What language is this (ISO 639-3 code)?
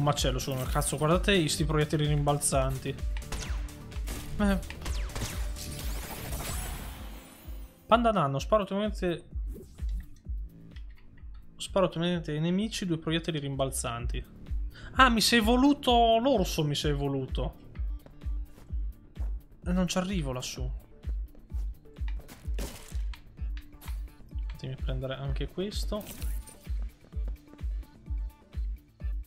ita